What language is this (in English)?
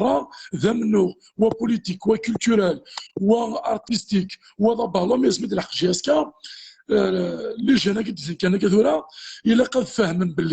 Kabyle